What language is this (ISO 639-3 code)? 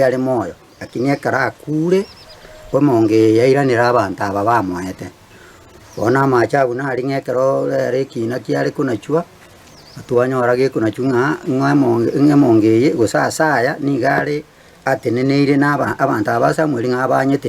guz